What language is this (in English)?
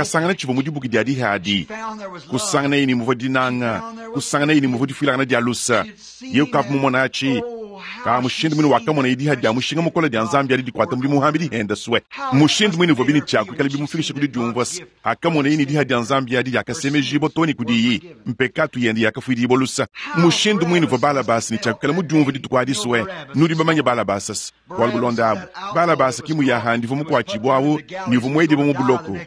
Luba-Lulua